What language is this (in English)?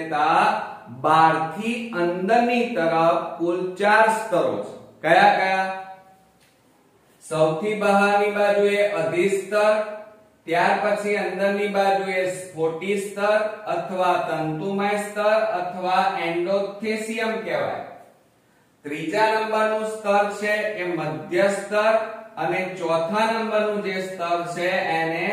Gujarati